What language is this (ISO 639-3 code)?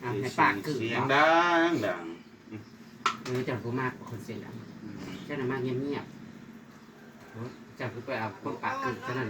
tts